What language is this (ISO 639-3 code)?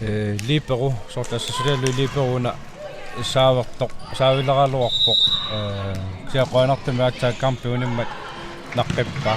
kal